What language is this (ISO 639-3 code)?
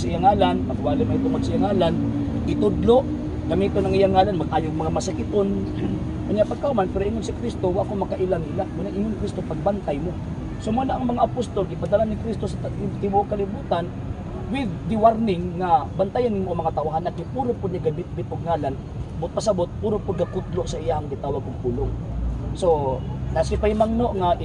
ceb